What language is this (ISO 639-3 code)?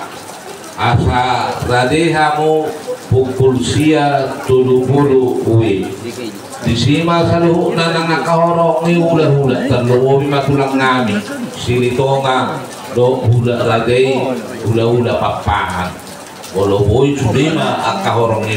bbc